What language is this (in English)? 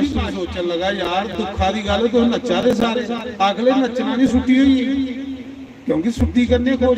Dogri